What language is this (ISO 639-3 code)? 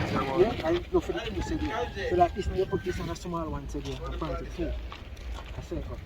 jam